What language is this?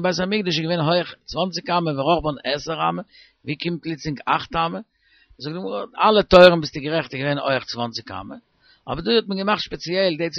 Yiddish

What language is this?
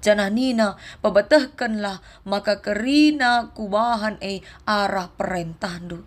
Batak Karo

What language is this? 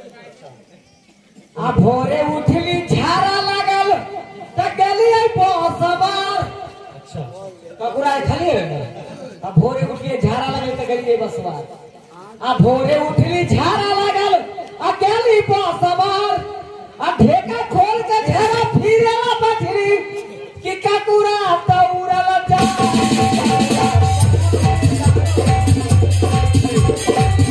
Bhojpuri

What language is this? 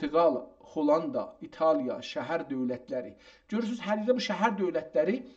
South Azerbaijani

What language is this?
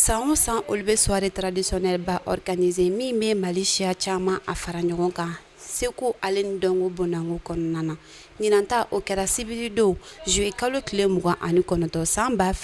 Bambara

